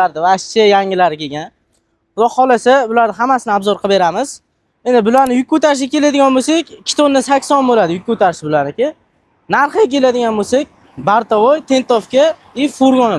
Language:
Uzbek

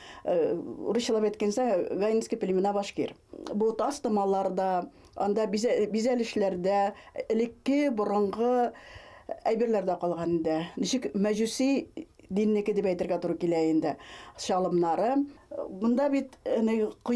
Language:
Bashkir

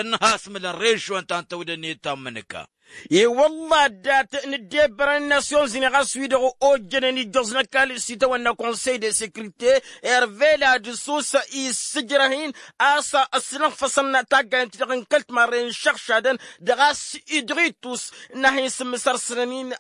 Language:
Tamasheq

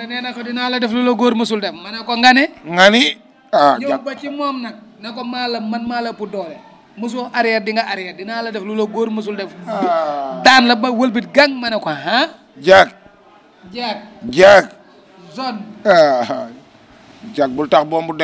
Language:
Wolof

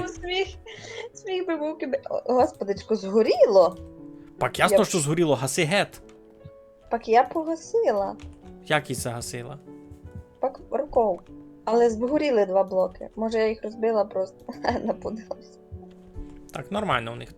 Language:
Rusyn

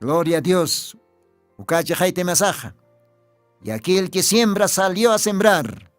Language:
Aymara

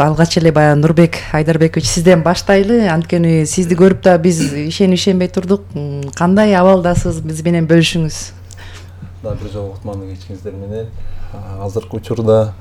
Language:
Kyrgyz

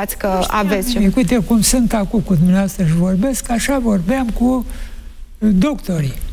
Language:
Romanian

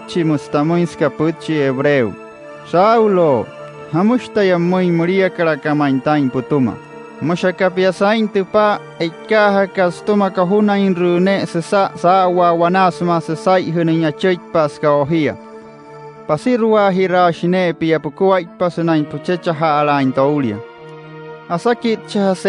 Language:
Wayuu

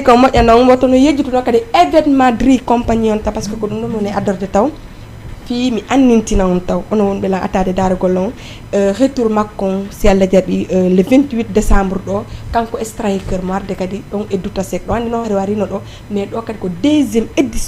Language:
Fula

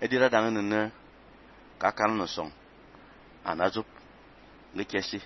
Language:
Fang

